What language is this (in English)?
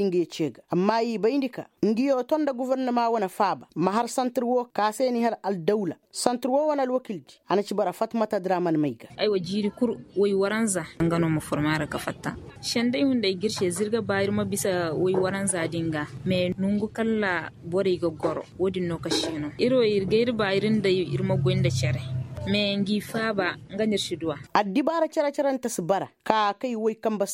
Koyraboro Senni